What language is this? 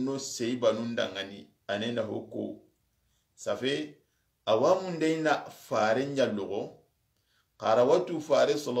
Soninke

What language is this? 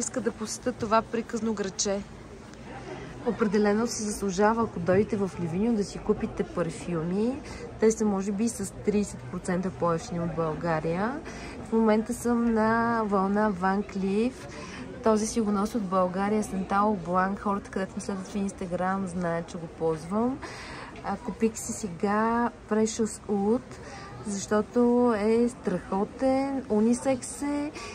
Bulgarian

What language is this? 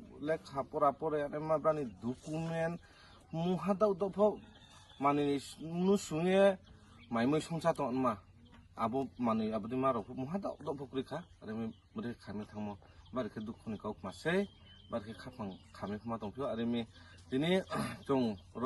Riang (India)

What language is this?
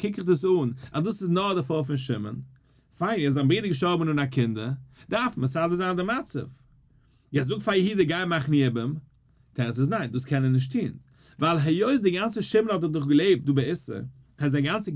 Yiddish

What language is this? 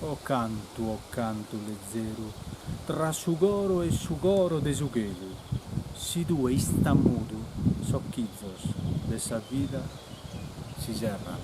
Sardinian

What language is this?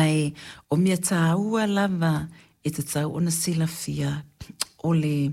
Samoan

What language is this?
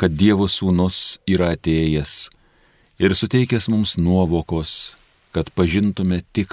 Lithuanian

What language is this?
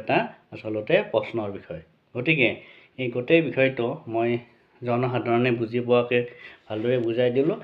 Assamese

